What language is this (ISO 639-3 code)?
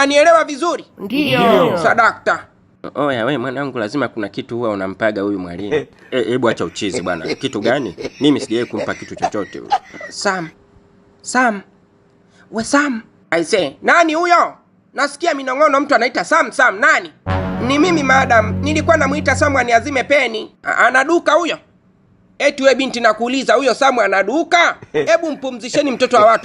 swa